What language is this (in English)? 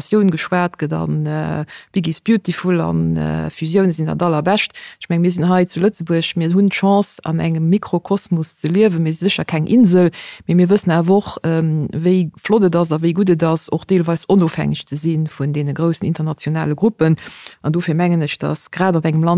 Luxembourgish